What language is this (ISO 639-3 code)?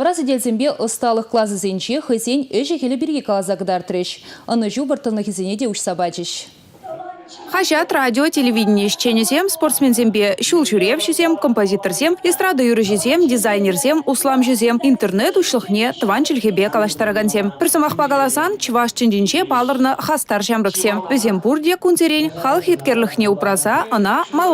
chv